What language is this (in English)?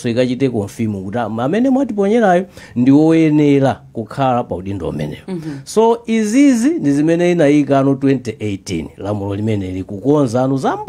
Nyanja